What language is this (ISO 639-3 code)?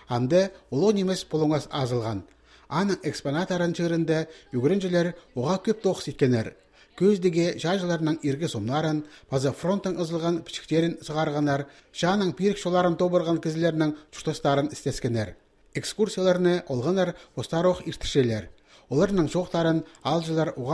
kjh